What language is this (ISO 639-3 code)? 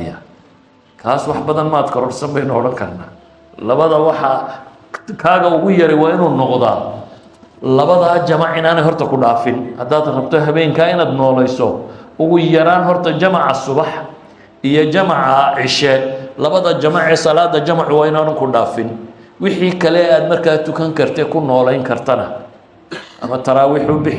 som